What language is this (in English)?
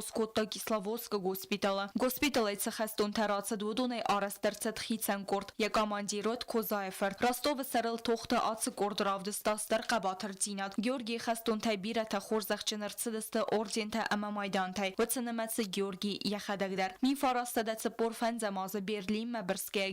Ossetic